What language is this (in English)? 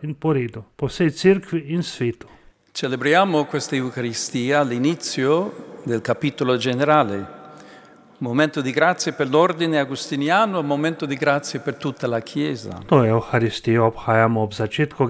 Slovenian